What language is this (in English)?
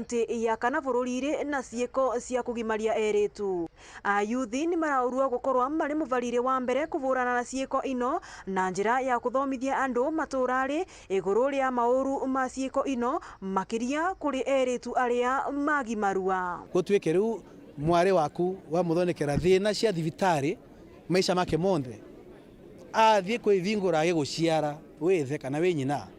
Meru